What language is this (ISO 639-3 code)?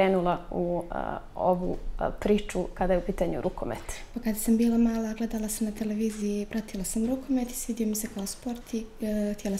bos